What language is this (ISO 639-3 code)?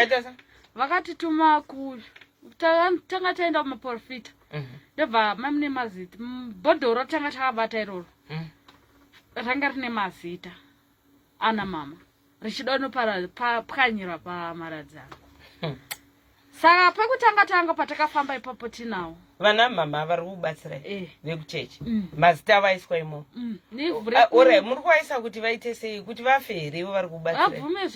sna